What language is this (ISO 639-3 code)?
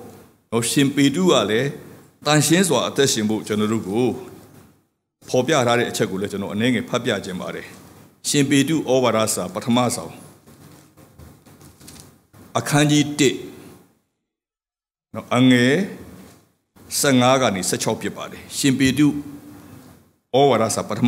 mya